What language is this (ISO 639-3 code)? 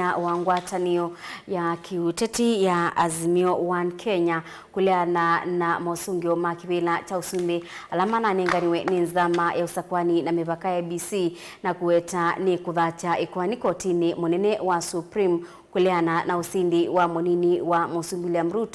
kam